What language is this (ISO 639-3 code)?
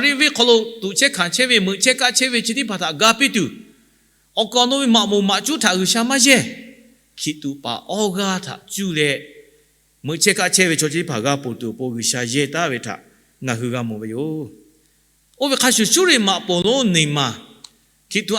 lhu